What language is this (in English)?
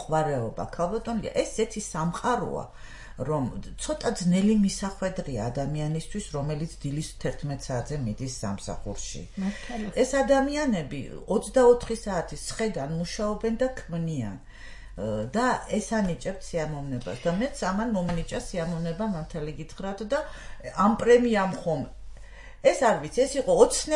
Georgian